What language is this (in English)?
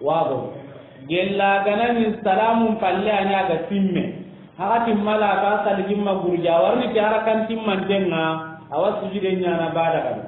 Soninke